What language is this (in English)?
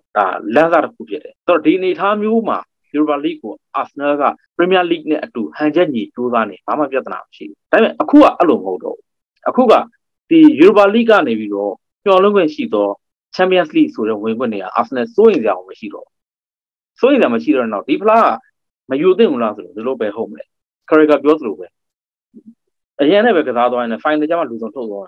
Burmese